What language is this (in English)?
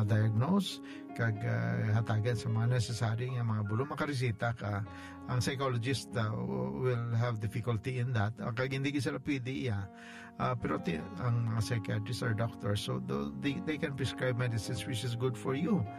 Hiligaynon